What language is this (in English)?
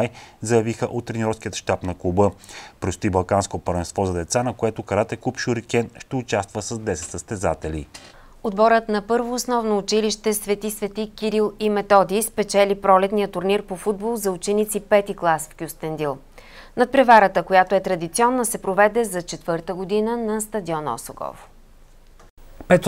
Bulgarian